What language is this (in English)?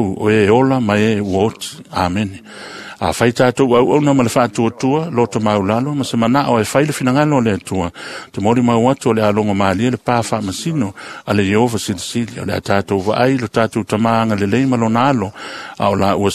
Samoan